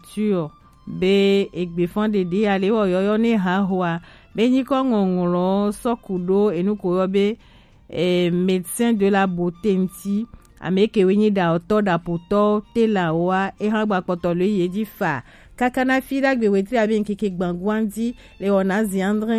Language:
Gen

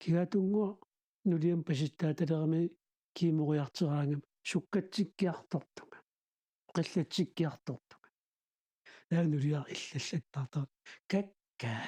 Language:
Kalaallisut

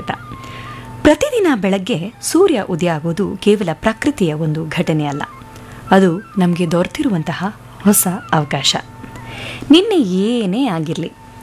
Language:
Kannada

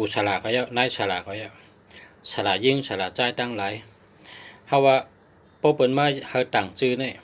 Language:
Shan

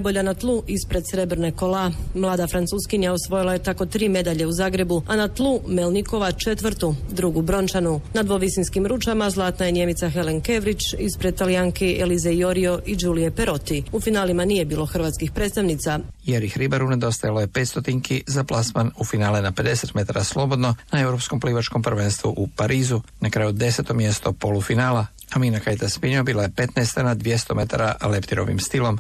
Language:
Croatian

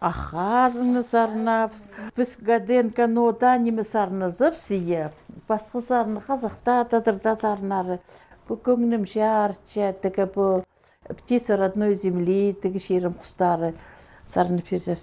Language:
Khakas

